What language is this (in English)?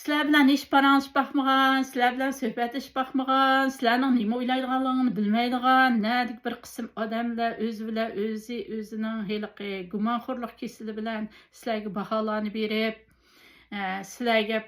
Uyghur